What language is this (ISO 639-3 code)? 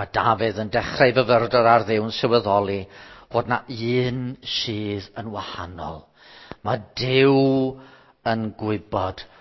cym